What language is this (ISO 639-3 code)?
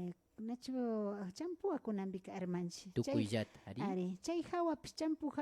qvi